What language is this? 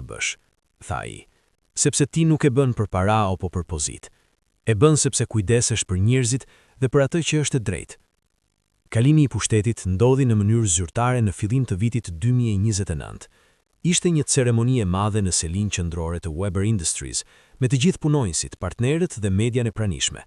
Albanian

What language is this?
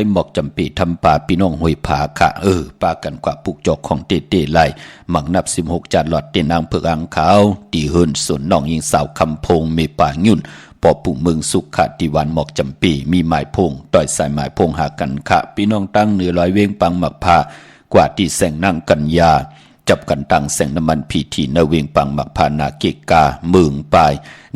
Shan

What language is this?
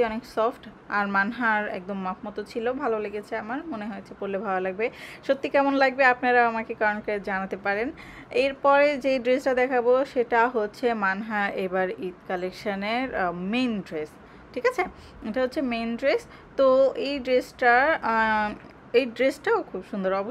Bangla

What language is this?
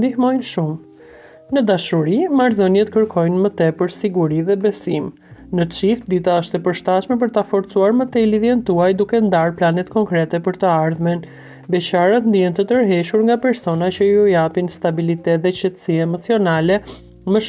Albanian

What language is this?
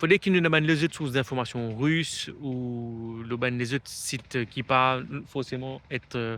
Morisyen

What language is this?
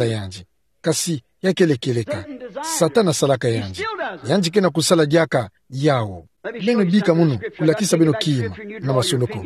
Kituba (Democratic Republic of Congo)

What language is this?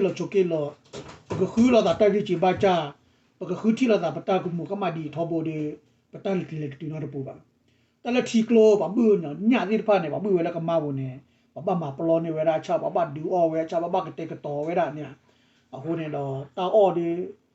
S'gaw Karen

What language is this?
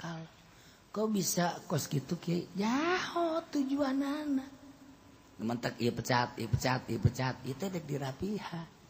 Sundanese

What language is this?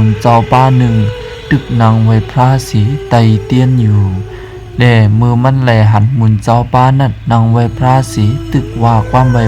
Shan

